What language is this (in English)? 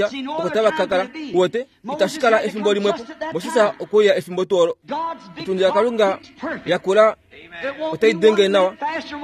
Kuanyama